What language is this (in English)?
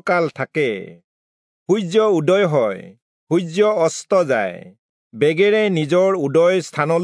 Assamese